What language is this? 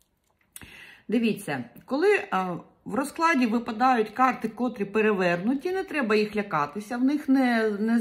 Ukrainian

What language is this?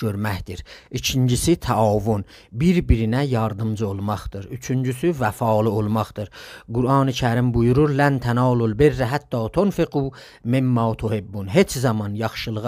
South Azerbaijani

